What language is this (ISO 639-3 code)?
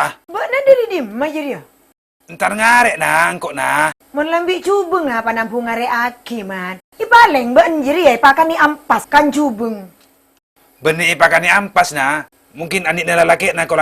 mad